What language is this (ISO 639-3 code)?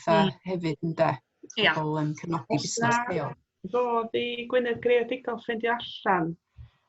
cym